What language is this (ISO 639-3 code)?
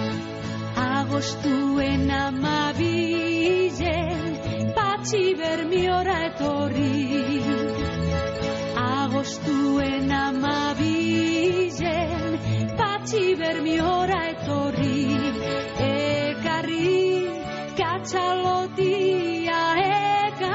eus